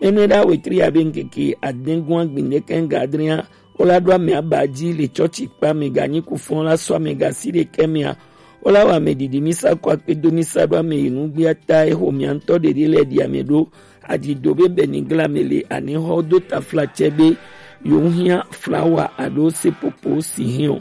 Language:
Gen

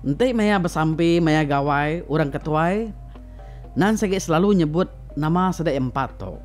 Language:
Iban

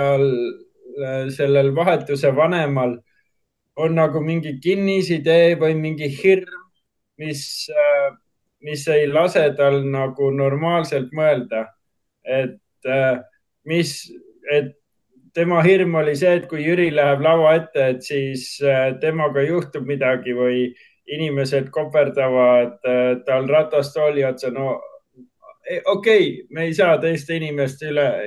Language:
Estonian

